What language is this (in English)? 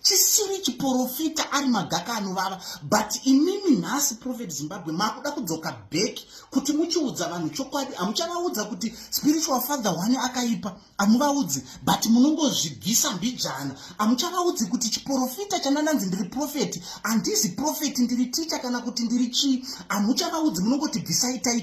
Shona